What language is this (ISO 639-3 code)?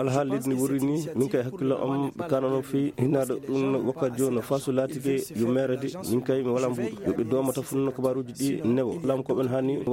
ful